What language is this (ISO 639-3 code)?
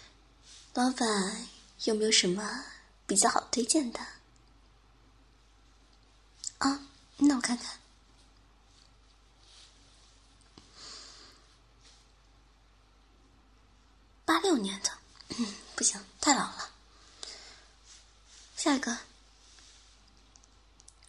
zho